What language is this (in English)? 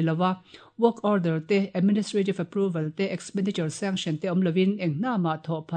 Mizo